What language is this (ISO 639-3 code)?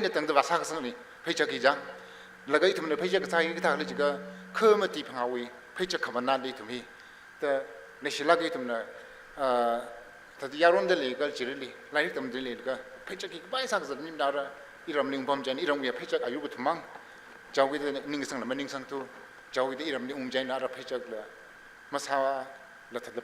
nmf